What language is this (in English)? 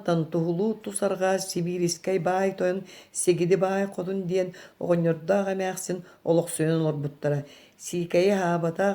Yakut